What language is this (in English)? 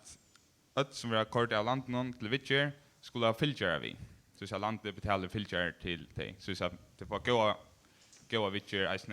Faroese